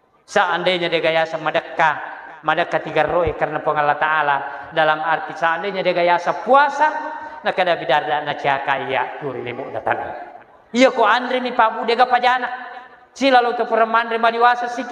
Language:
Buginese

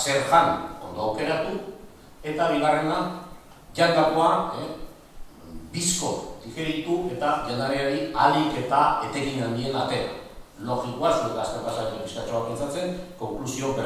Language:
Basque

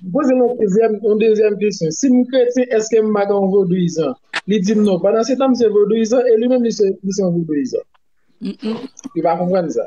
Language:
Haitian Creole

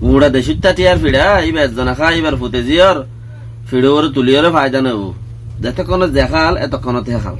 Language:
Rohingya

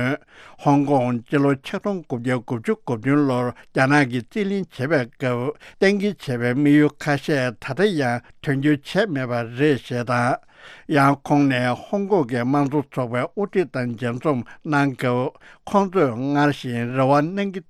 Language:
Tibetan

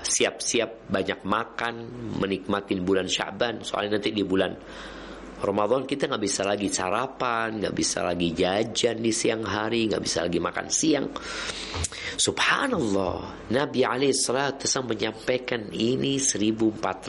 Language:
Indonesian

